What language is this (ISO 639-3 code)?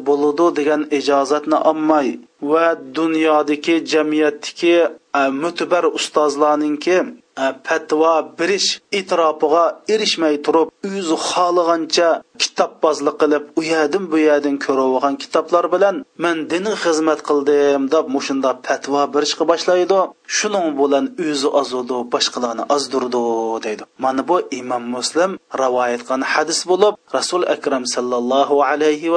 uig